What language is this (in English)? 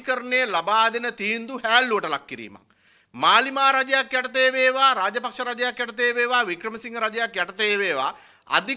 Sinhala